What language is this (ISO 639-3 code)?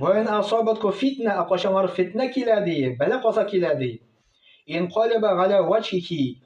tat